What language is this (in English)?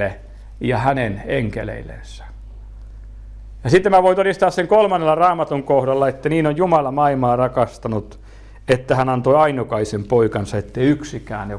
Finnish